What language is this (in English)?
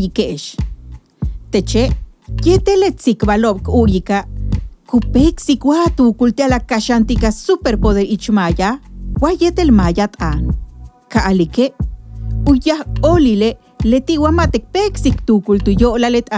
Yucateco